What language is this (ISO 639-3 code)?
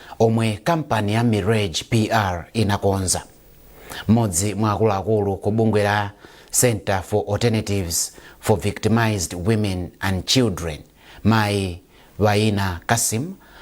nya